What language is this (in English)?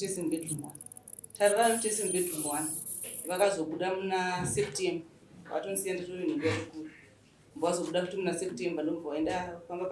Shona